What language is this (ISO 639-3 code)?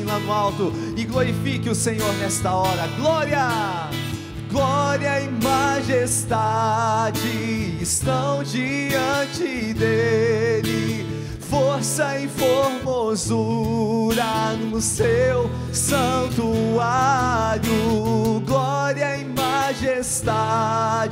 por